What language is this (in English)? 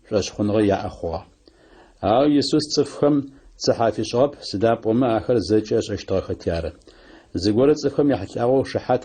Adyghe